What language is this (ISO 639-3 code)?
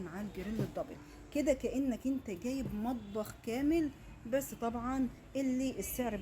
arz